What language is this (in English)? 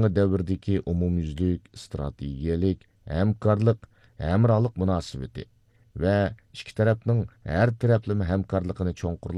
Uyghur